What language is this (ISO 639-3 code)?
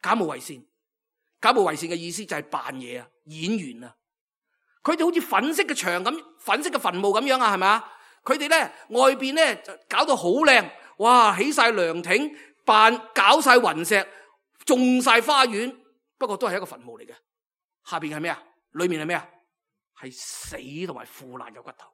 yue